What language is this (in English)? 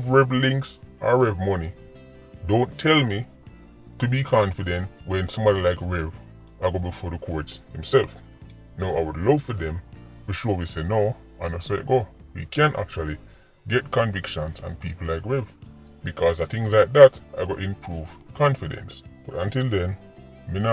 Jamaican Creole English